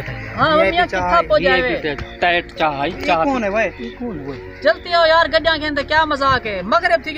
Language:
Saraiki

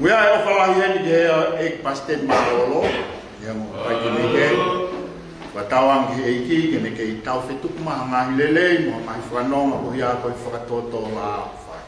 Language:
Tongan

